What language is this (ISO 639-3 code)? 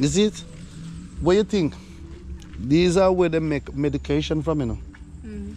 jam